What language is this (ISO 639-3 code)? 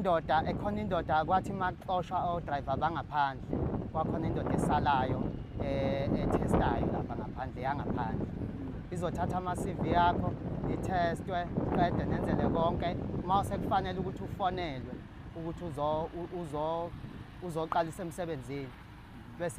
zul